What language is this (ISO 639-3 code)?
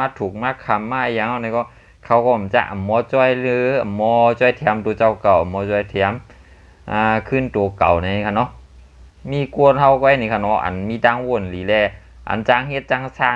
shn